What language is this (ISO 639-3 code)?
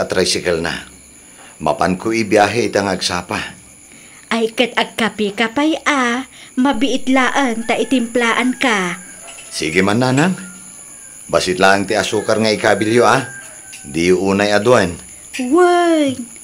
ilo